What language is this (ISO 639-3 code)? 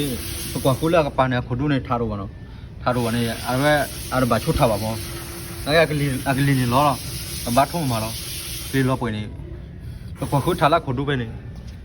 ksw